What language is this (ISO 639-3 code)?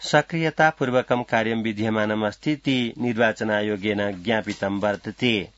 san